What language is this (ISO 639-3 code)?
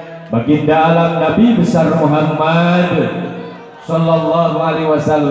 sun